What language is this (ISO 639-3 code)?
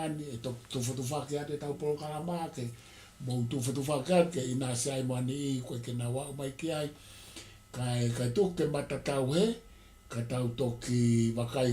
ton